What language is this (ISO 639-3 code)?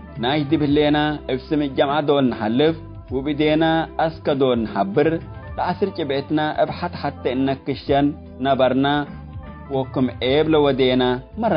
tig